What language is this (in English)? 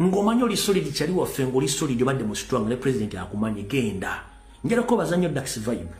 Ganda